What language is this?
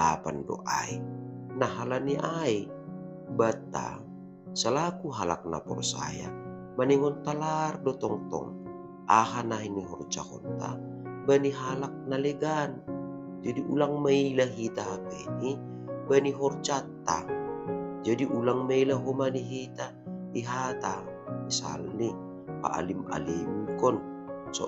Batak Simalungun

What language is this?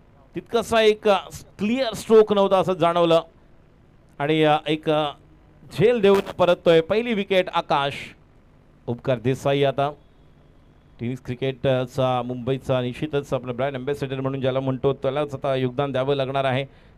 Marathi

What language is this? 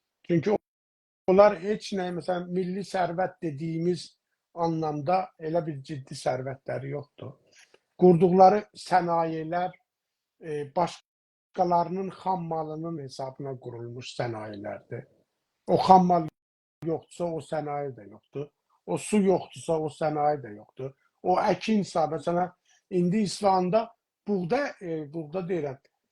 South Azerbaijani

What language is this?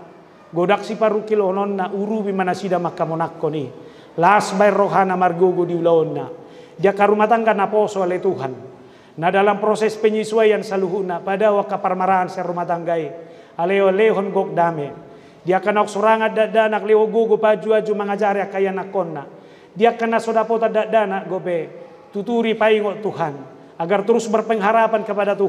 Batak Toba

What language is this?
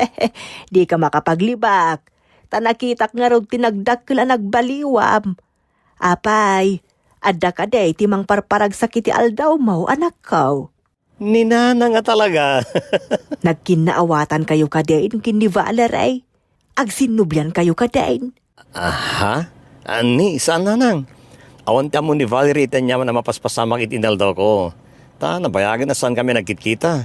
Iloko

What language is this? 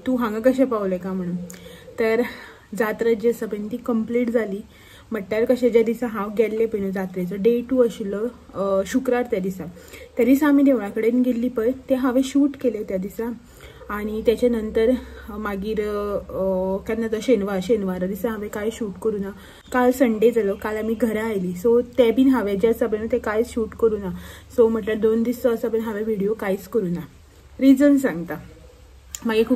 Konkani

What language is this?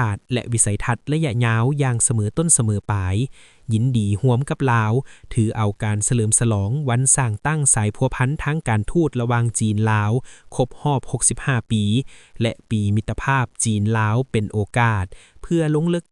Lao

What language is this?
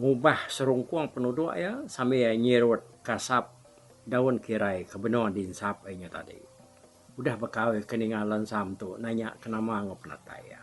Iban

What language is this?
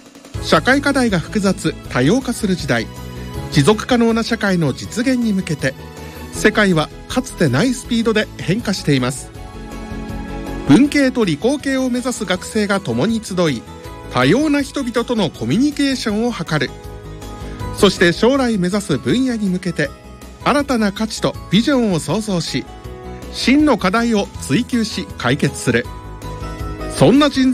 Japanese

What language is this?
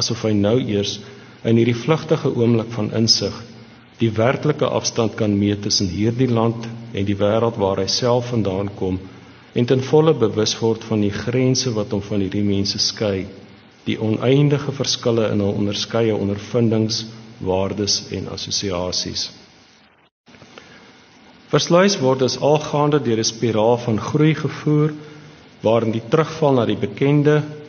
Afrikaans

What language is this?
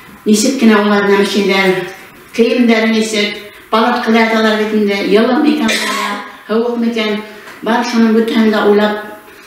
Bashkir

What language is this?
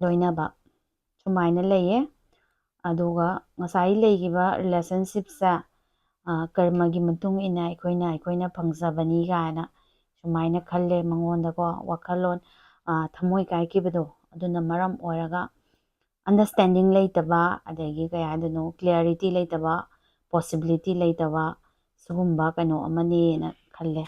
Manipuri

